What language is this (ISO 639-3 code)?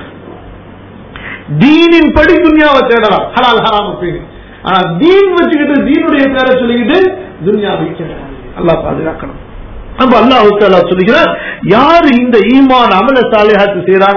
tam